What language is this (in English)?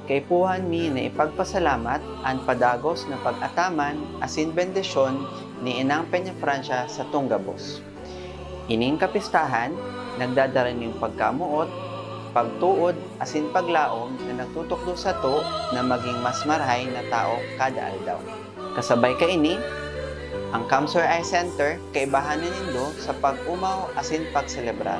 Bikol